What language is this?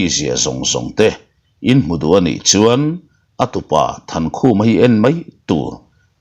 Mizo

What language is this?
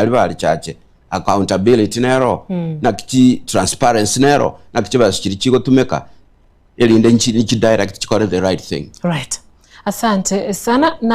Gusii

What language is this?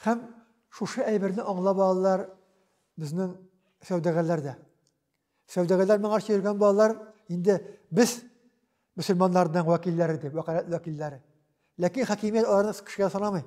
Tatar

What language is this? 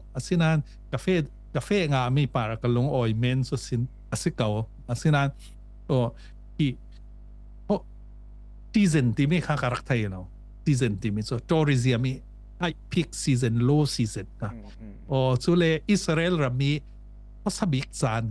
Falam Chin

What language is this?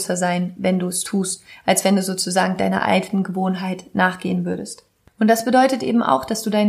German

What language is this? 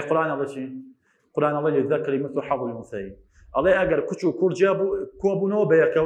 Central Kurdish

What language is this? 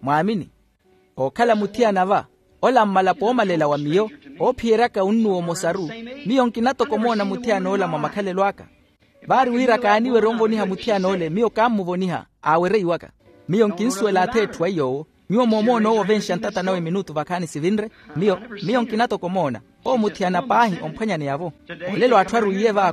Makhuwa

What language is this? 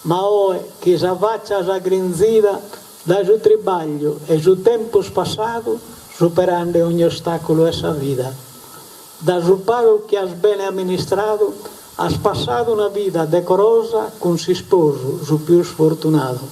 Sardinian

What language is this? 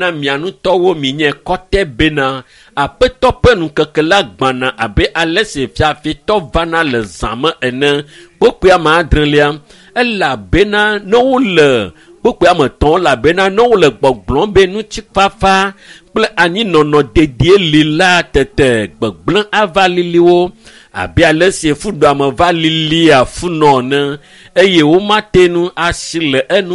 Ewe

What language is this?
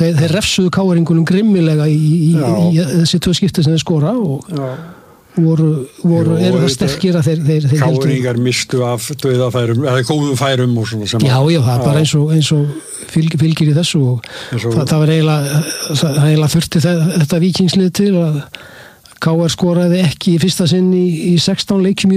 Icelandic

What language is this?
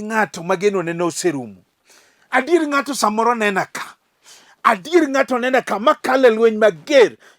Luo (Kenya and Tanzania)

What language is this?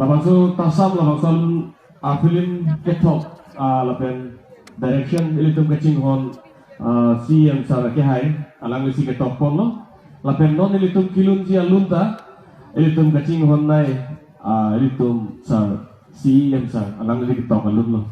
Karbi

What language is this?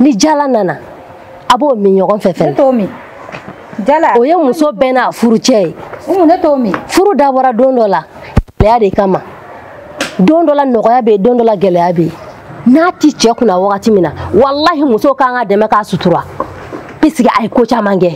Bambara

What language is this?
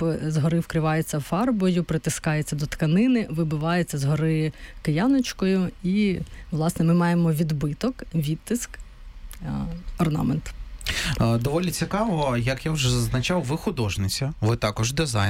Ukrainian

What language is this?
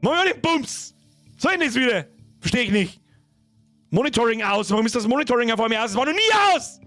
Bavarian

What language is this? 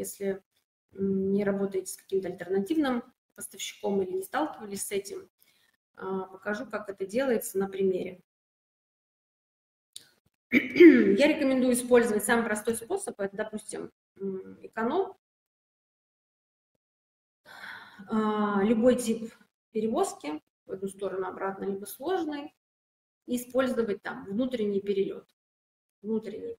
Russian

